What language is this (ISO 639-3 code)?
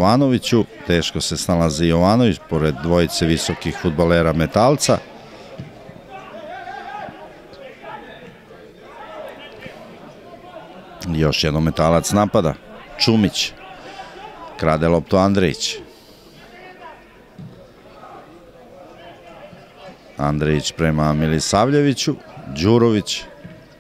srp